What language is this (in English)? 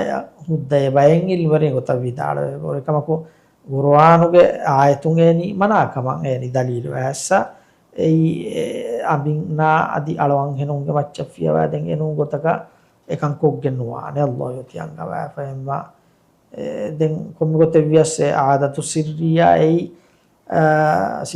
Divehi